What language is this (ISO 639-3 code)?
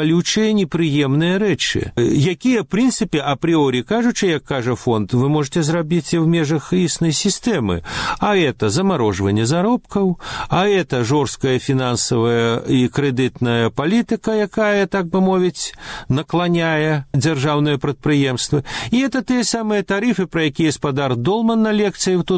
bel